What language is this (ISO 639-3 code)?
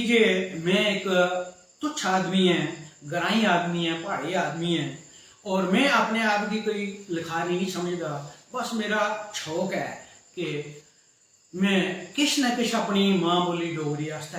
doi